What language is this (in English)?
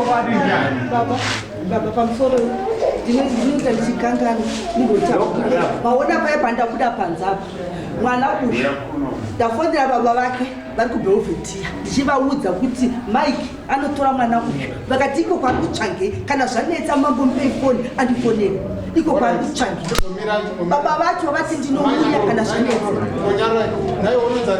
Shona